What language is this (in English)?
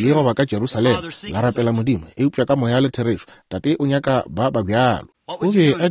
Northern Sotho